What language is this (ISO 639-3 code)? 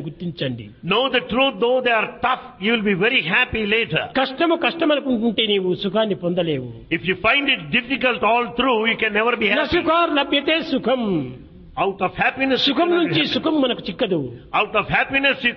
tel